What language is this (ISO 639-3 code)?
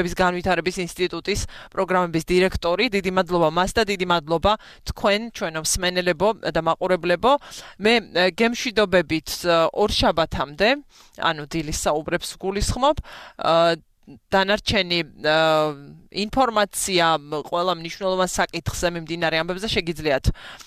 kat